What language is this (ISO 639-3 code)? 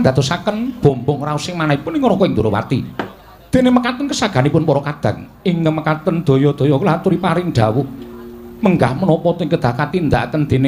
jav